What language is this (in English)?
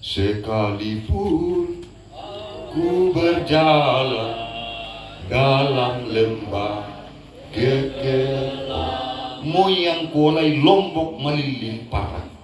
Toraja-Sa'dan